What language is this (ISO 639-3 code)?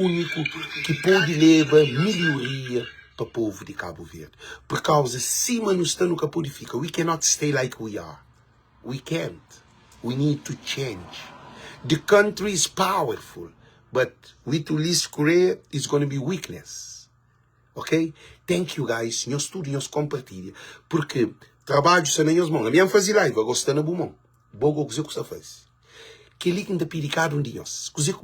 kea